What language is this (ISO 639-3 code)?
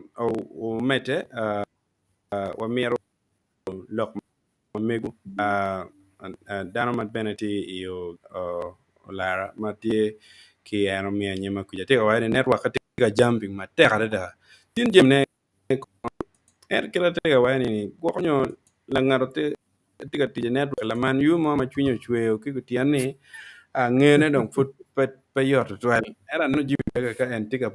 ach